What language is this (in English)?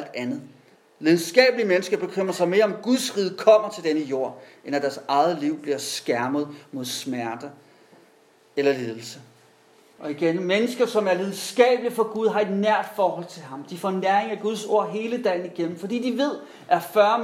Danish